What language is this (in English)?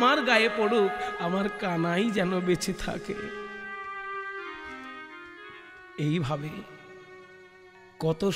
Bangla